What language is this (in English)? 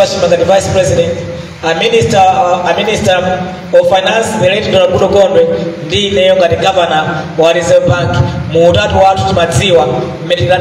Nyanja